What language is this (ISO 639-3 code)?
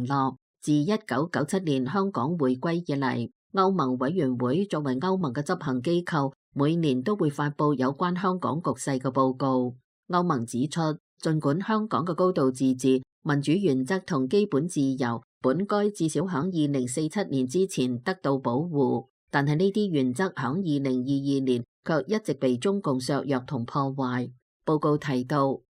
yue